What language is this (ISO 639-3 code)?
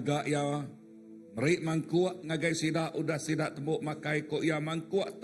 iba